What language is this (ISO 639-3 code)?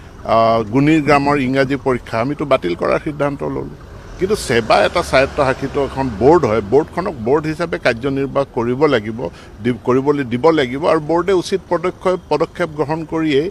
asm